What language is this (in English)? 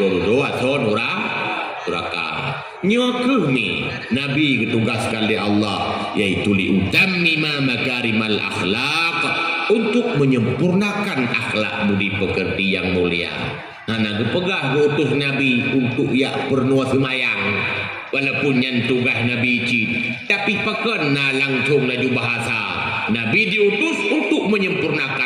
Achinese